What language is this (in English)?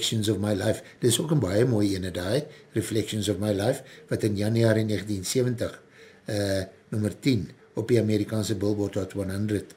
Afrikaans